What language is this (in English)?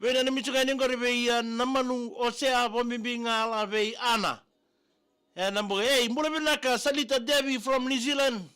Fijian